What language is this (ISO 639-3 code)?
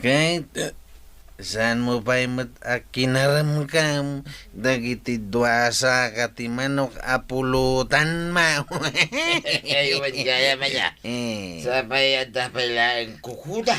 ilo